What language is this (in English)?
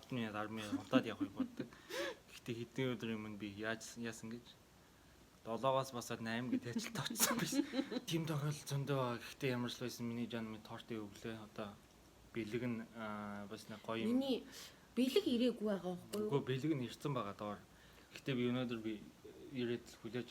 Mongolian